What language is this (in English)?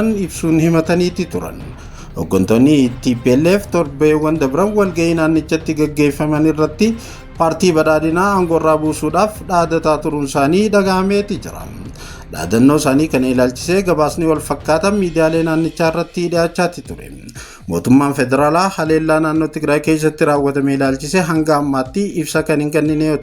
Oromo